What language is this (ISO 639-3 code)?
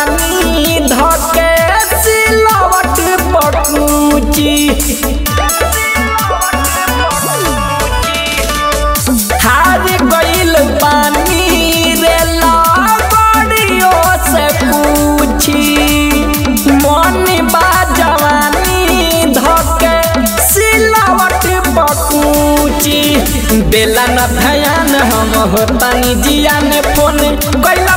bho